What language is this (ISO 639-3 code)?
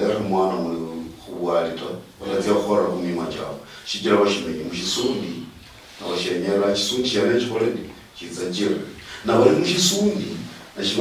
luy